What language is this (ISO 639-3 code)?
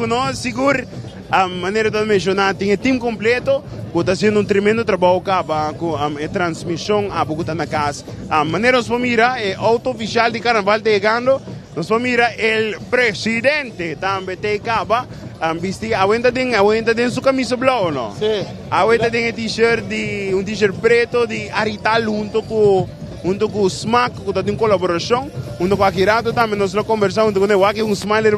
pap